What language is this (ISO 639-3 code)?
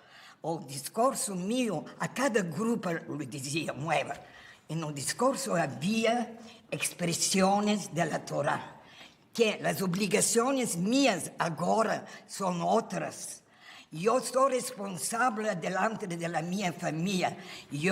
lad